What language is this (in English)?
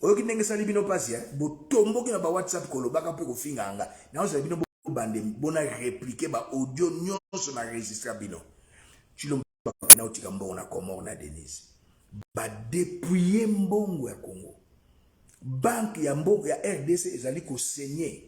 Lingala